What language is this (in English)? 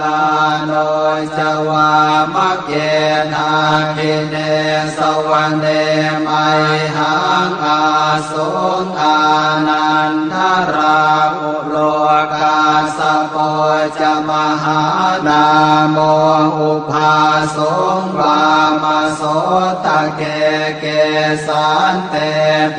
Pali